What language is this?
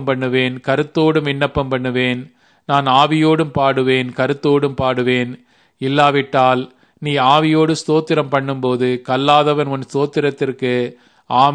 Tamil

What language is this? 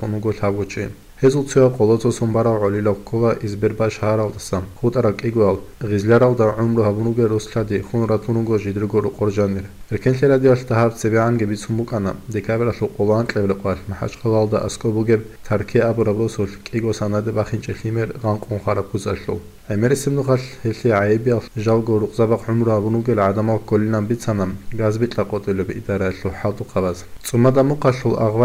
Avaric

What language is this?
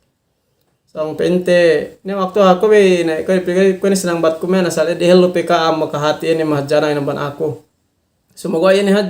Yakan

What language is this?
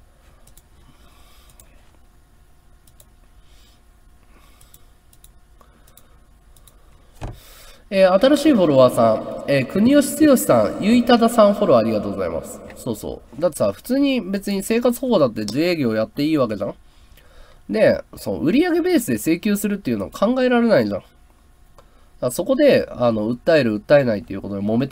Japanese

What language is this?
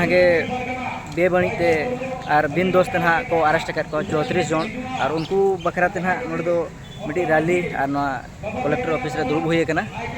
Santali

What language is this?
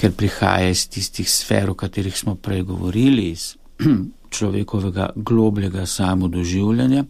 Slovenian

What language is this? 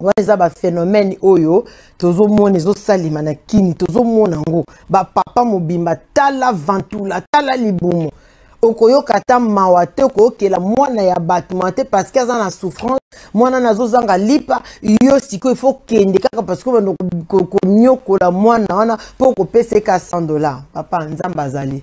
Lingala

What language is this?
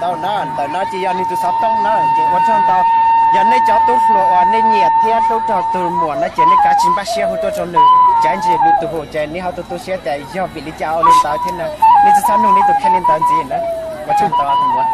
Hmong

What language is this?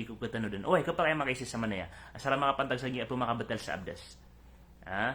Maranao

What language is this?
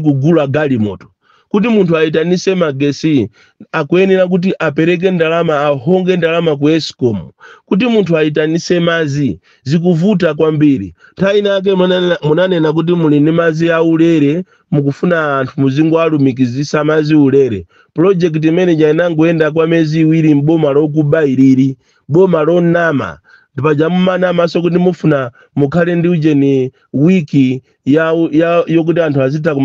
Nyanja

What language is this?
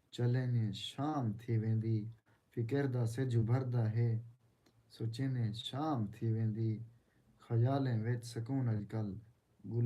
Saraiki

